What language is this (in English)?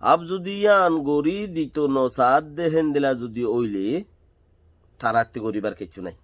Rohingya